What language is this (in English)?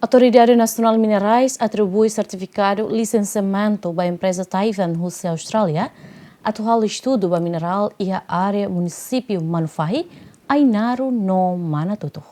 Tetum